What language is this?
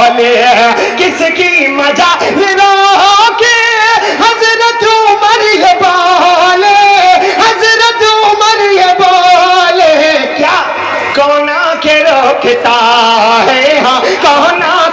Urdu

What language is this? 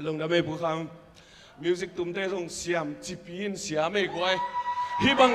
Tedim Chin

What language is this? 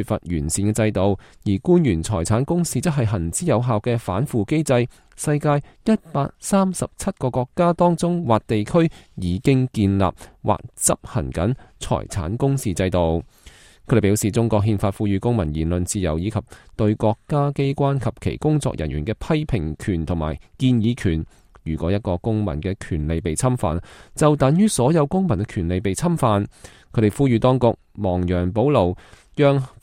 Cantonese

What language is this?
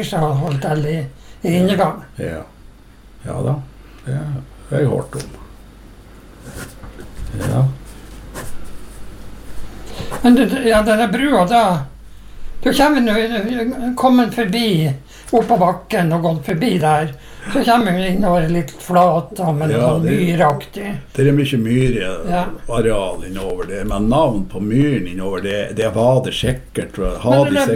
Norwegian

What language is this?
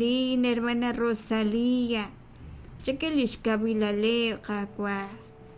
Kekchí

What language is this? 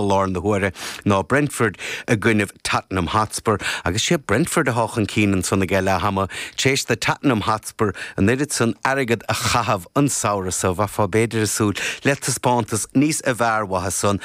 Irish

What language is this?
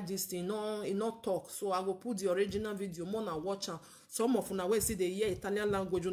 Nigerian Pidgin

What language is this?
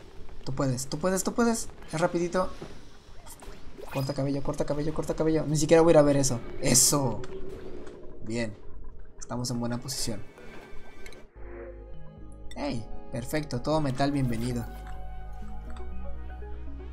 Spanish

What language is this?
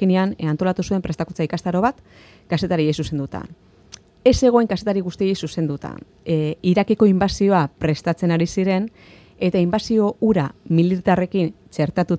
Basque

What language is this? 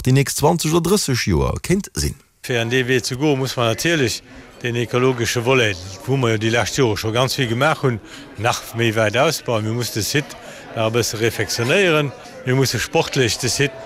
Luxembourgish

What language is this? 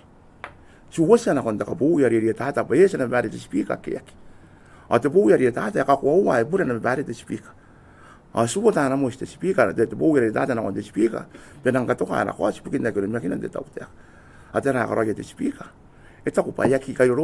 Gilbertese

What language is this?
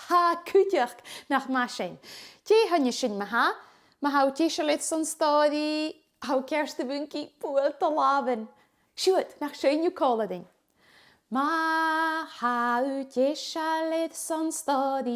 Scottish Gaelic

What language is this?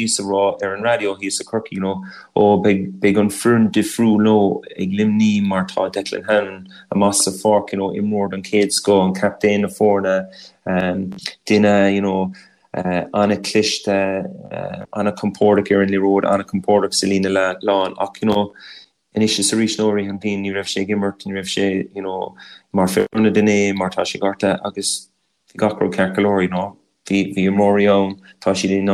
Irish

